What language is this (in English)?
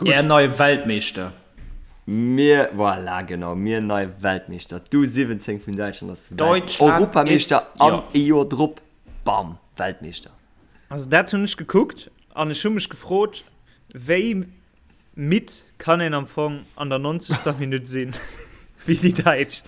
Luxembourgish